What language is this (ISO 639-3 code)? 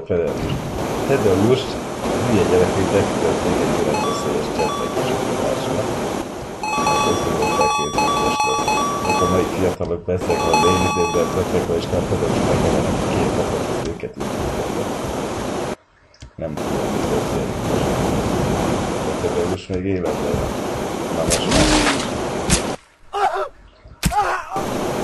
hun